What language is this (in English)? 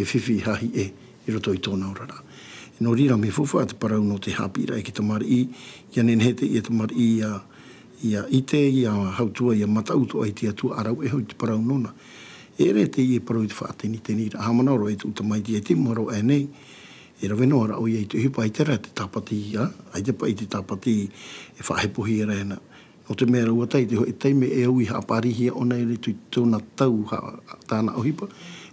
Tahitian